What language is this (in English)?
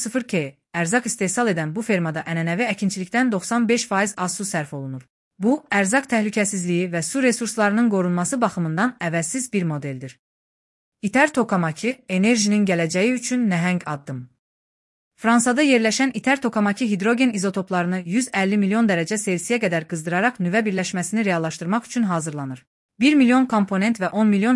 Azerbaijani